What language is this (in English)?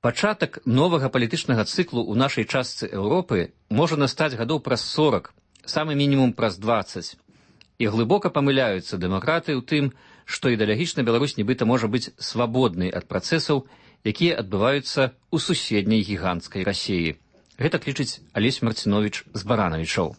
Belarusian